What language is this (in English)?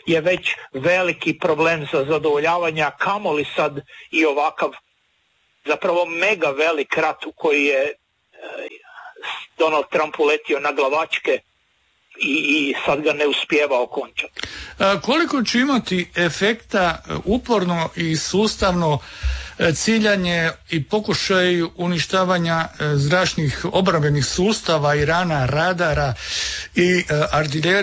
Croatian